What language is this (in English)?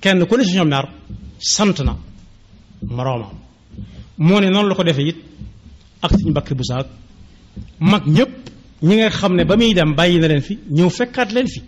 Wolof